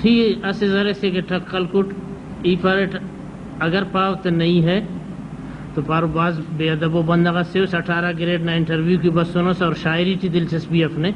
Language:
Brahui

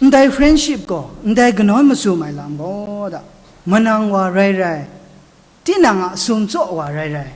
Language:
Kachin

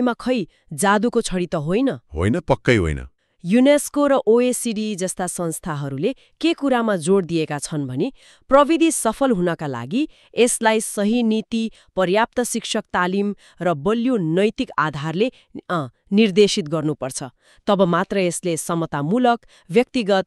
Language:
Nepali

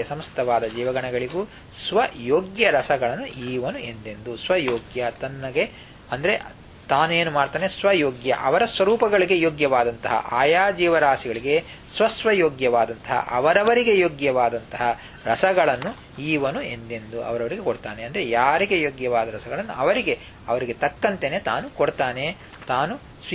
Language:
Kannada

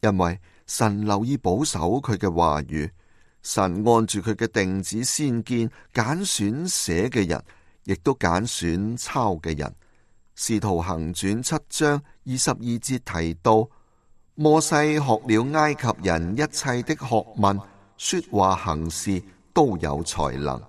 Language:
Cantonese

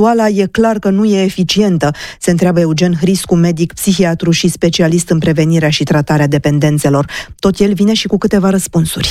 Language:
Romanian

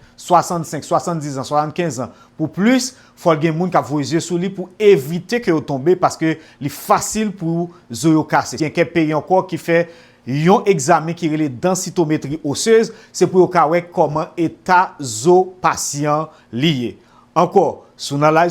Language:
Haitian Creole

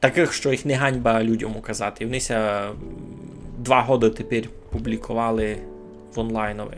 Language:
Rusyn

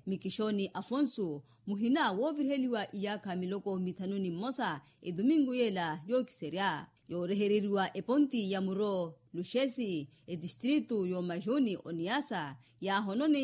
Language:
Makhuwa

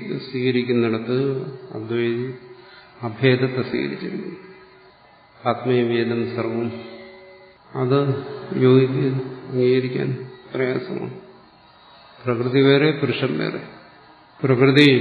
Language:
Malayalam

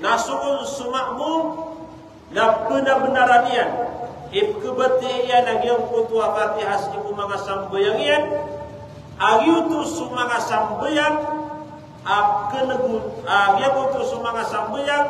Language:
Maranao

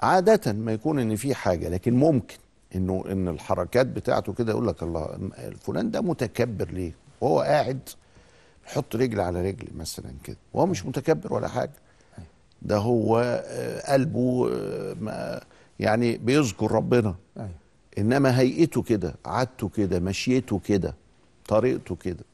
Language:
Egyptian Arabic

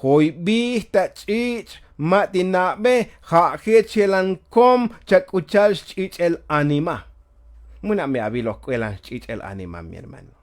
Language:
Tzotzil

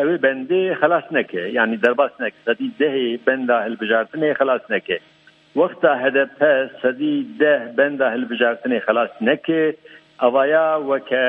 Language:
Kurdish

